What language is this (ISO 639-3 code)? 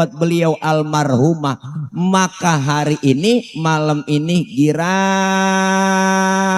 bew